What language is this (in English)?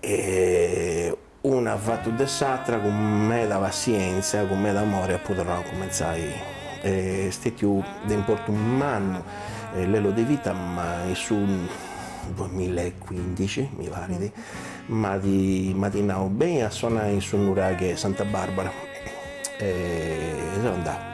Sardinian